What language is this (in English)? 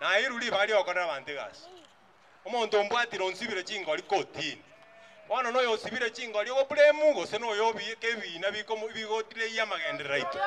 Gusii